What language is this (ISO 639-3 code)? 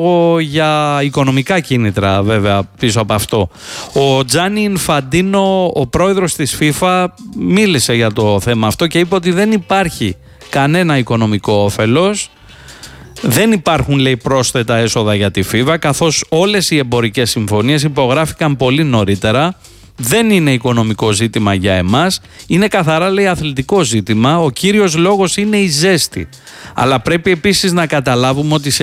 ell